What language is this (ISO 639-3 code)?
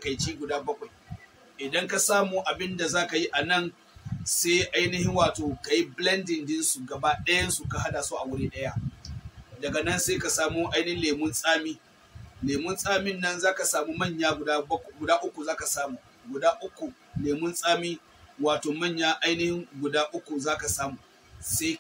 hau